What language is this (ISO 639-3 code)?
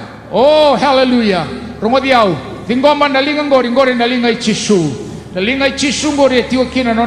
fij